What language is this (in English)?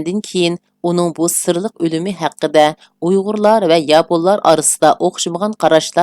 Uyghur